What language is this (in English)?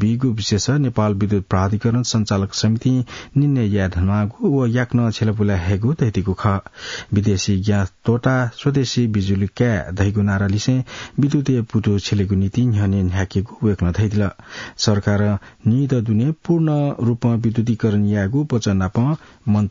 Newari